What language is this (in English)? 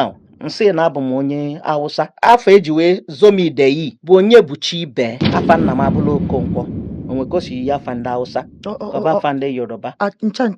Igbo